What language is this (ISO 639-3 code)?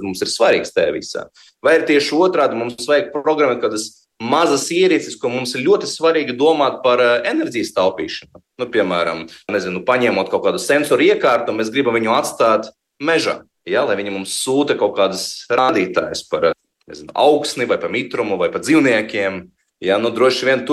lav